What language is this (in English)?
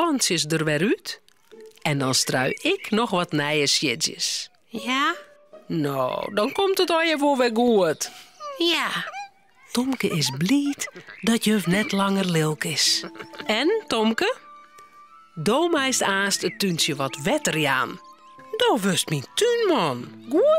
Western Frisian